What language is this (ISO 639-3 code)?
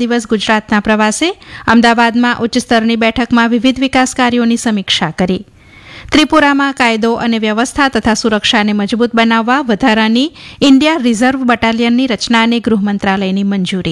guj